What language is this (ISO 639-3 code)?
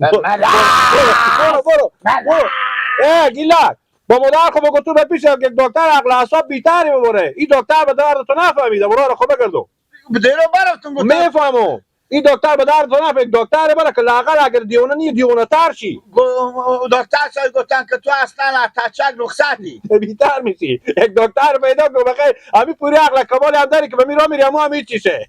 haz